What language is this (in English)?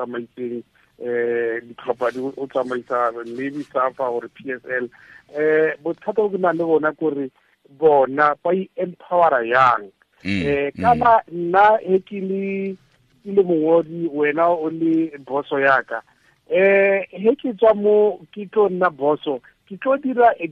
Tswana